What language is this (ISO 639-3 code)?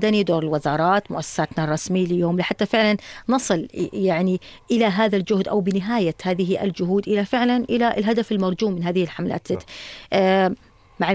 apc